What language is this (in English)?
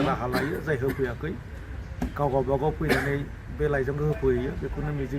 Bodo